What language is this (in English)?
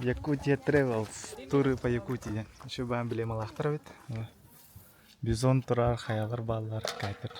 Yakut